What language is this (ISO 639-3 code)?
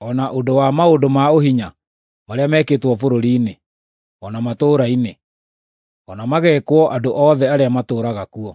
kik